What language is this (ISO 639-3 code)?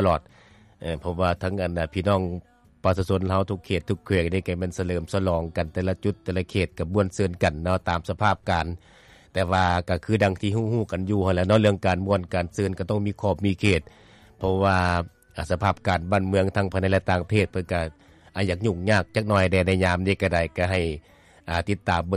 lao